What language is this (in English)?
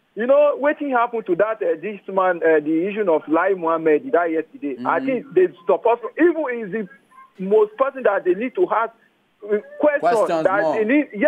Nigerian Pidgin